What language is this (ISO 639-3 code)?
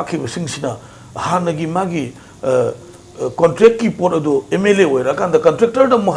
mni